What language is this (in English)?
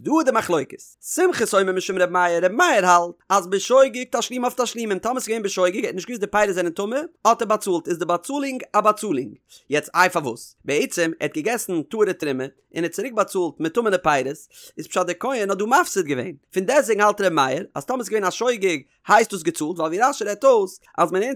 Yiddish